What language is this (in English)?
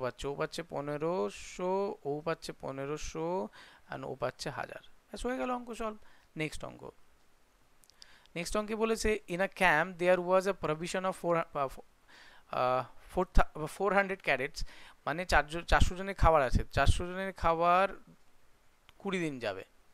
Bangla